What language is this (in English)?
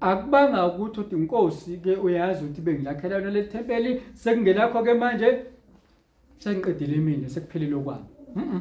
Zulu